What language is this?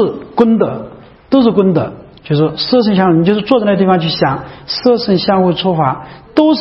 Chinese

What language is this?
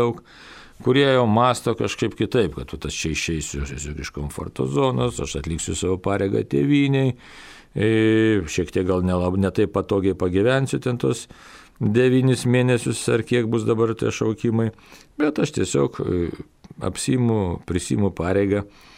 Lithuanian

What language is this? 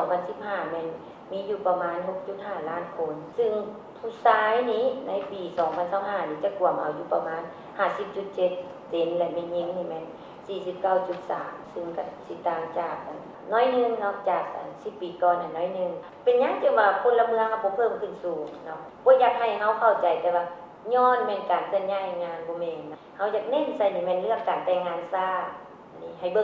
Lao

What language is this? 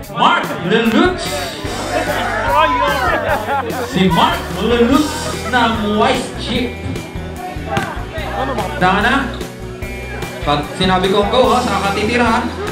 Filipino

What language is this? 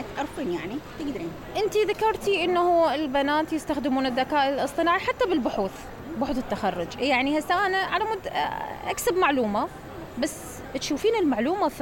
Mesopotamian Arabic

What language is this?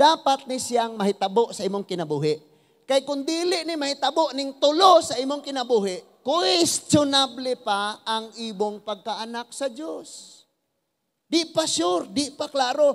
Cebuano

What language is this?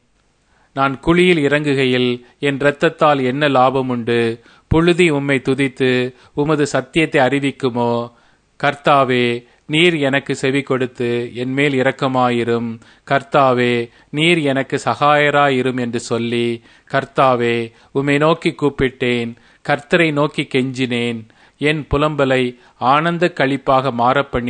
Tamil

